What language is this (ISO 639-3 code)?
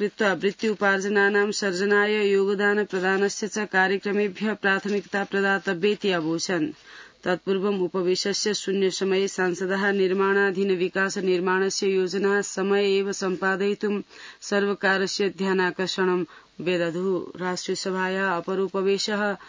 san